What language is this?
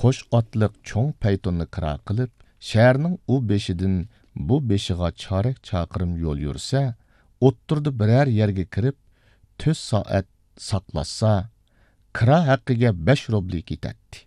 Uyghur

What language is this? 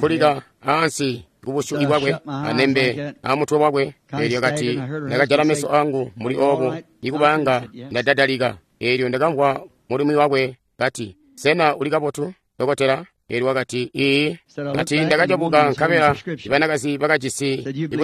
Tonga (Zambia)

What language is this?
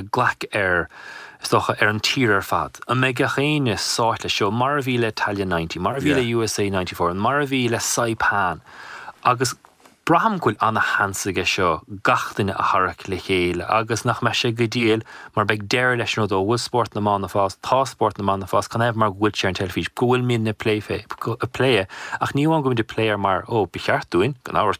Irish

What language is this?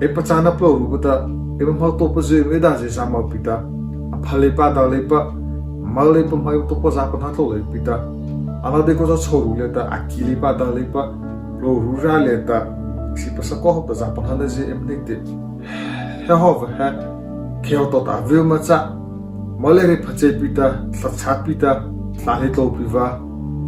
Mara Chin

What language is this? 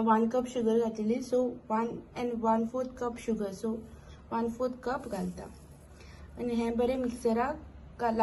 Konkani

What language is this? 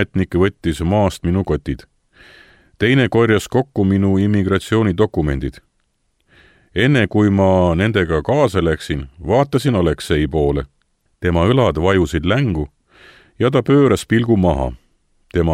Estonian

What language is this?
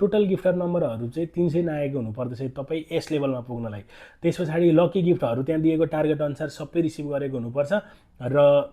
Nepali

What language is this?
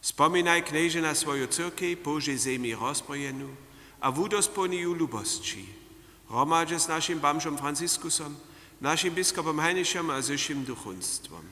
Upper Sorbian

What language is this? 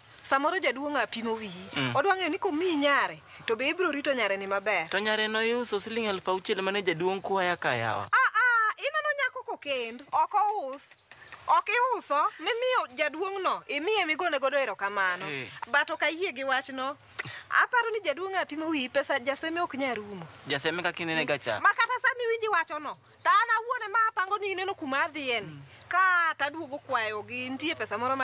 Luo (Kenya and Tanzania)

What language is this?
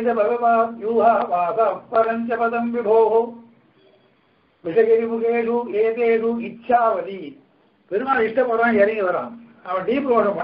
Tamil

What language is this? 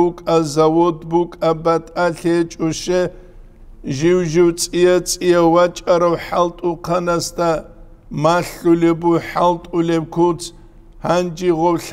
Avaric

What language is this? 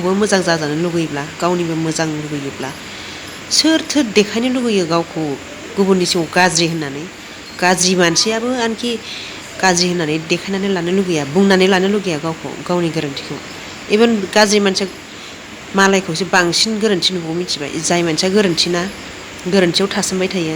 Bodo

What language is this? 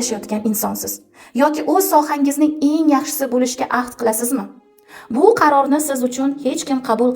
Uzbek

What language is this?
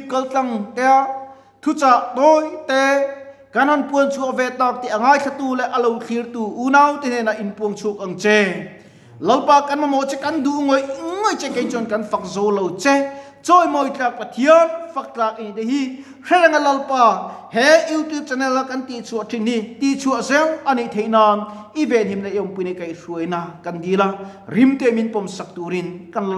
Mizo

